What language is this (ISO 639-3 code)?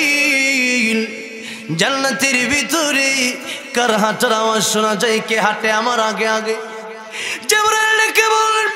ben